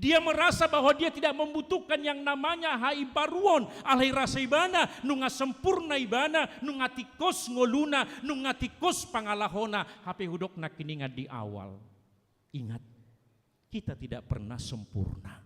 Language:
Batak Toba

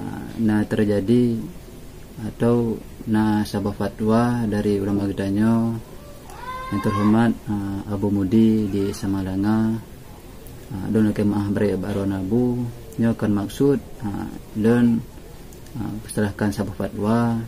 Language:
Achinese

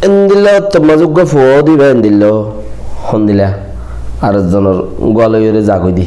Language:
Rohingya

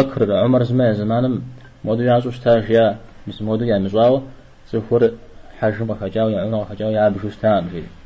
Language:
Kabardian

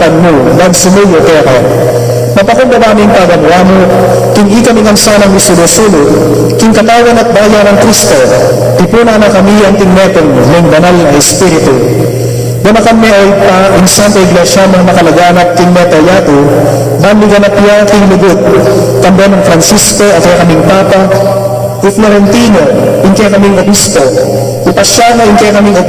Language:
Pampanga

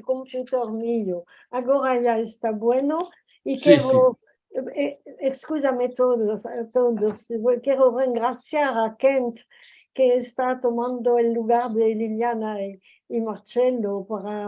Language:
Ladino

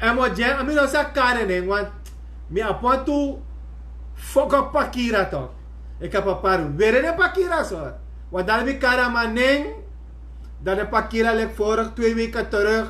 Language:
Sranan Tongo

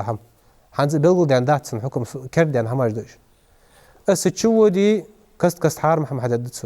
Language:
Ingush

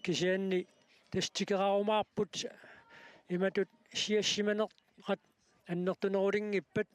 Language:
Kalaallisut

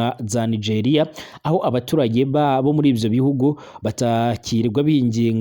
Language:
Rundi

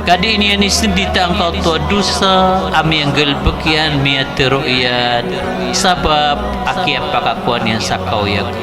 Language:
Maranao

